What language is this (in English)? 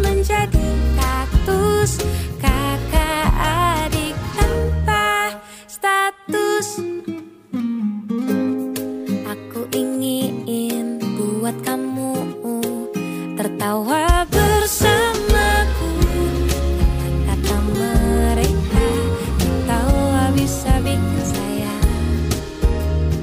Indonesian